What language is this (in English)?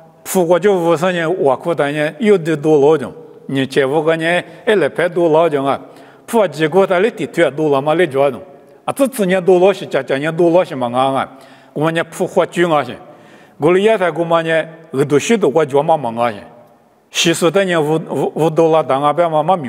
Lisu